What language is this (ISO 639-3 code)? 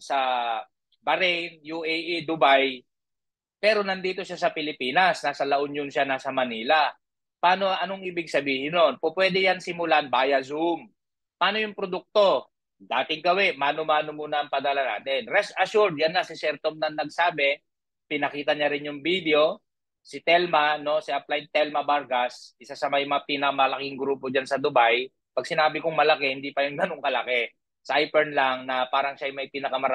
fil